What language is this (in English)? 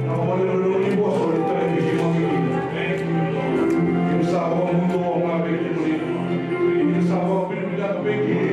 Fijian